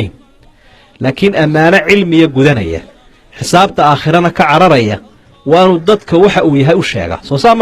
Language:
Somali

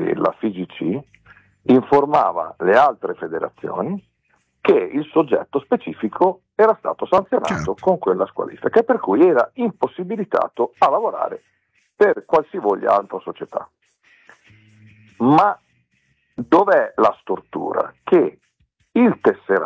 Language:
Italian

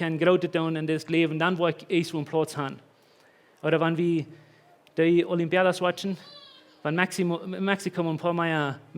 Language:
Plautdietsch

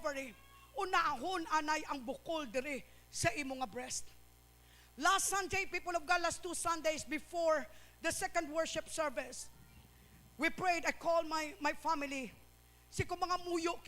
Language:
Hiligaynon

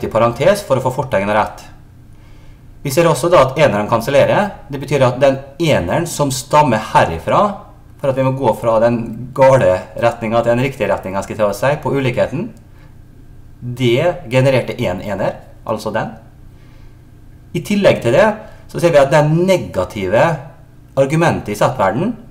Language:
Norwegian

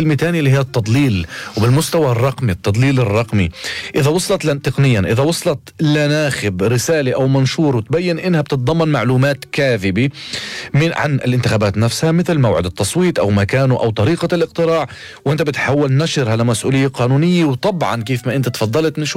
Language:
North Levantine Arabic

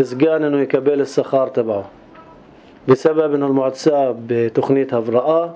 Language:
North Levantine Arabic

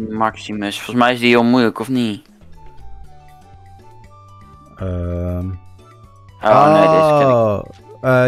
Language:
Dutch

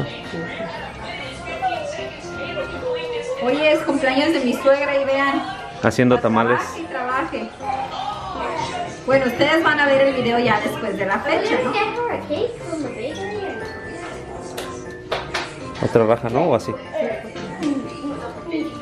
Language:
Spanish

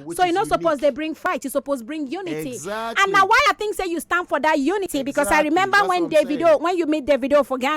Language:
Nigerian Pidgin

